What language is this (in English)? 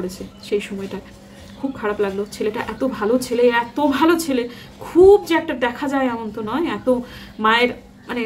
Bangla